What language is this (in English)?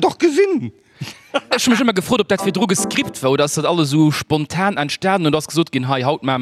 Luxembourgish